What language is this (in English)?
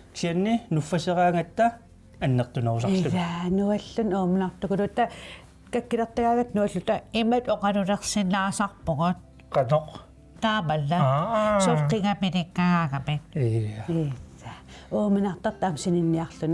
Kalaallisut